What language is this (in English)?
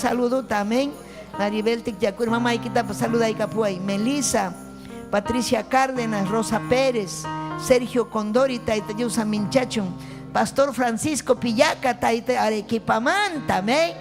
Ayacucho Quechua